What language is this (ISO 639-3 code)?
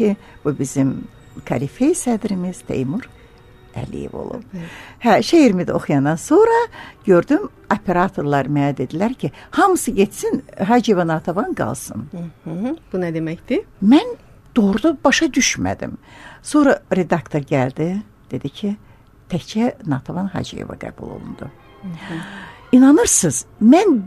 aze